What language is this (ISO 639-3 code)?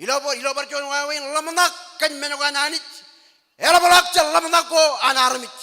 mah